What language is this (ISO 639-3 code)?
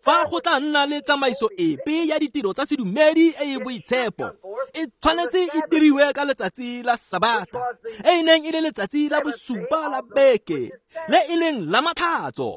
tsn